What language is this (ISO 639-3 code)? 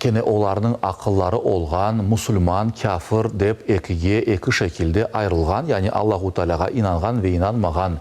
crh